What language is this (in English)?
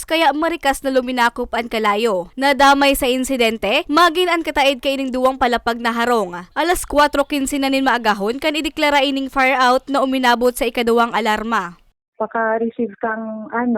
Bikol